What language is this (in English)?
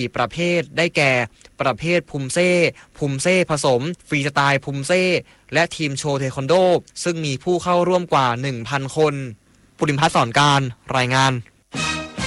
Thai